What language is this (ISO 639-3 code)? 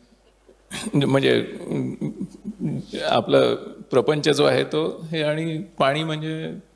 mar